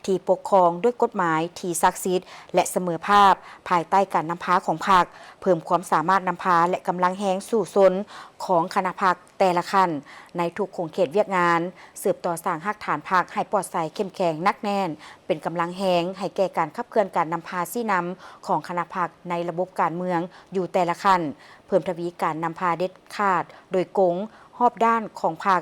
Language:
Lao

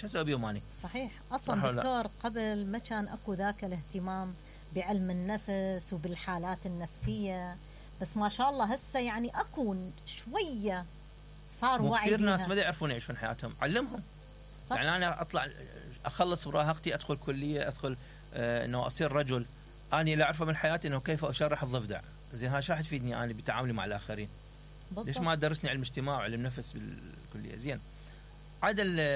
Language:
Mesopotamian Arabic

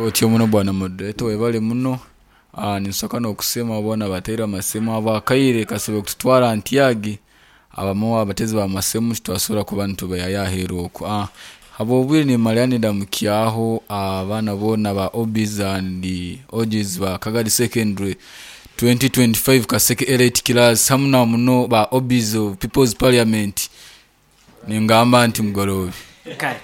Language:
Nyoro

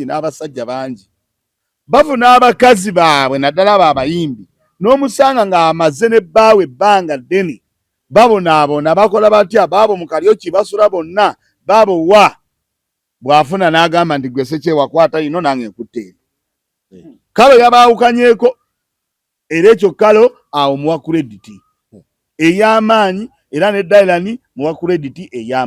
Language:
Ganda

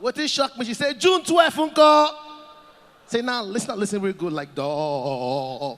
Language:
Nigerian Pidgin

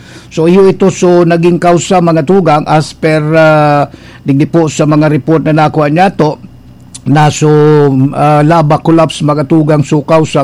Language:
Bikol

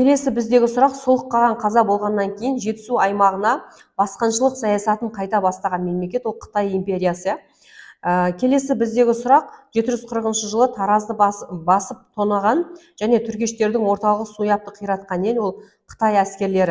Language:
Kazakh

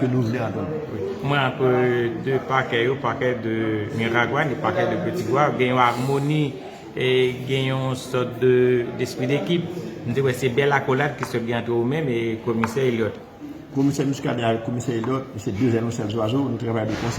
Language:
Haitian Creole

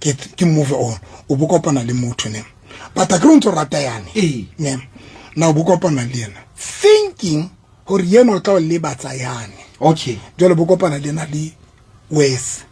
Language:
Southern Sotho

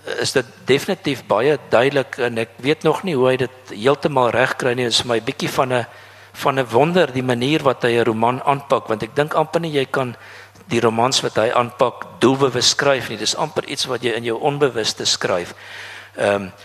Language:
Afrikaans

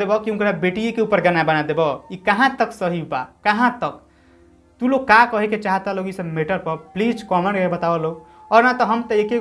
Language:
Bhojpuri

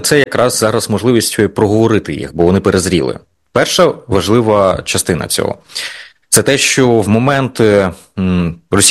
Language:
Ukrainian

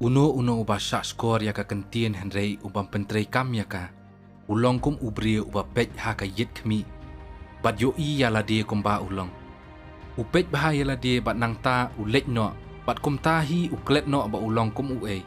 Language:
Khasi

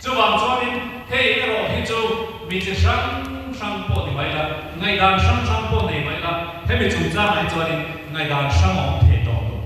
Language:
Mizo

